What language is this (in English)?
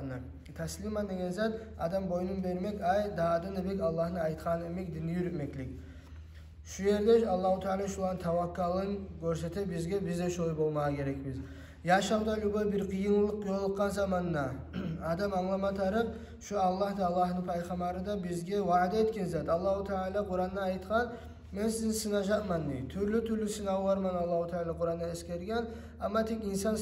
Kumyk